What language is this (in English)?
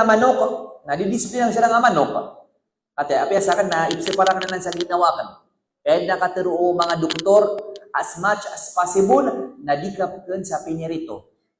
Maranao